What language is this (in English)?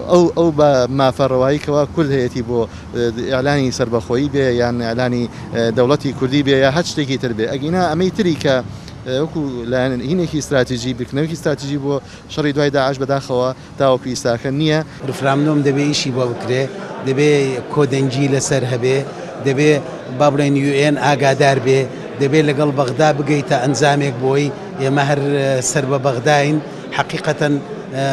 Central Kurdish